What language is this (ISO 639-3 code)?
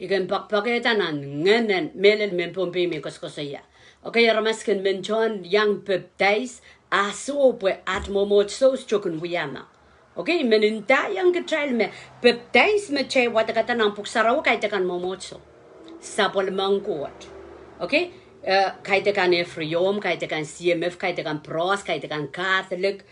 pon